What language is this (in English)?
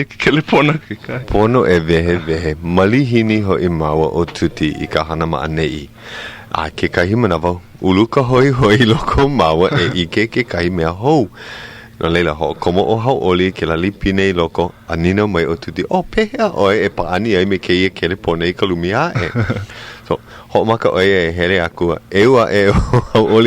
Hawaiian